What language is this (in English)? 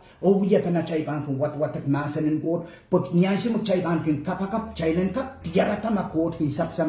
Pohnpeian